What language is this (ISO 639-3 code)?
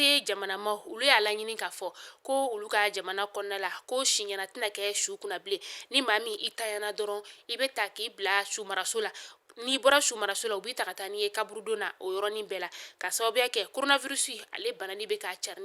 bam